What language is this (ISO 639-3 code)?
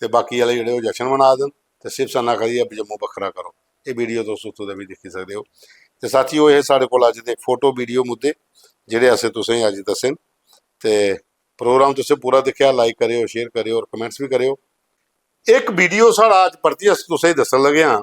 doi